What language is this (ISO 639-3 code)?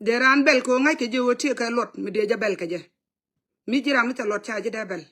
nus